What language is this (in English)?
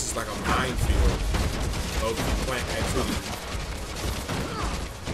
English